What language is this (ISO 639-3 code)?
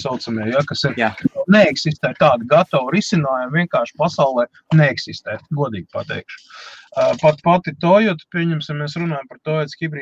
lav